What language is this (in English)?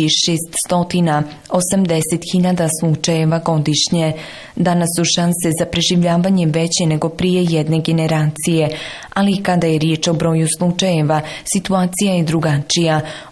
Bosnian